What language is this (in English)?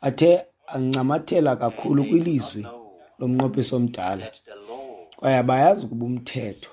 Xhosa